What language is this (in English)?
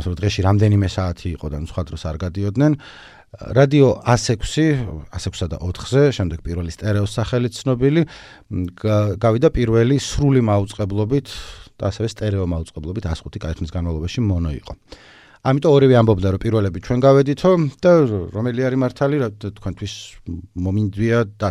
Georgian